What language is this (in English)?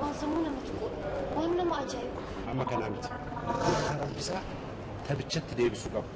Oromo